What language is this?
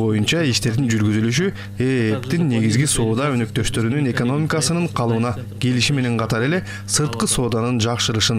Kyrgyz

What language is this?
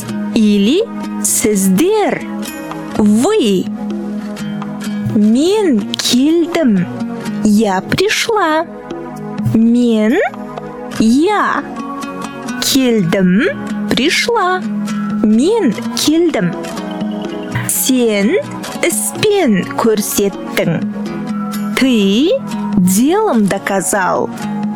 Kazakh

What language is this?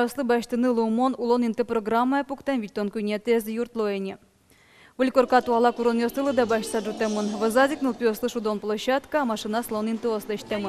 Udmurt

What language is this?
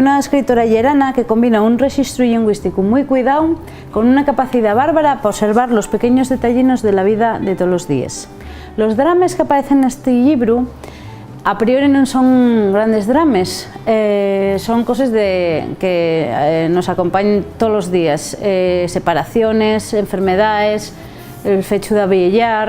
Asturian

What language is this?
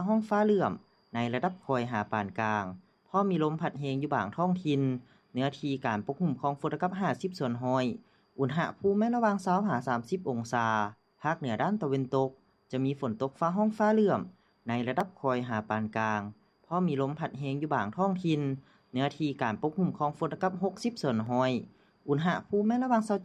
Lao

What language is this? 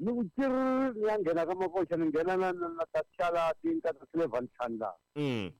Tsonga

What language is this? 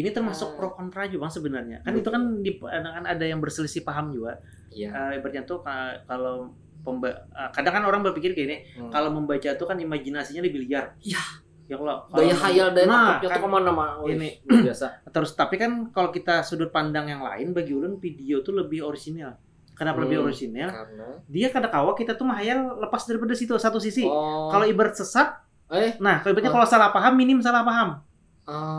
Banjar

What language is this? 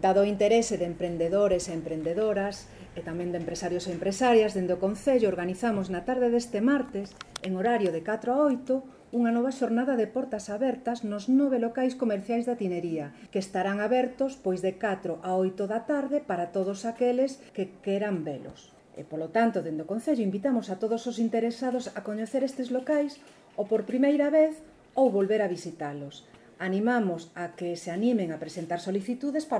Galician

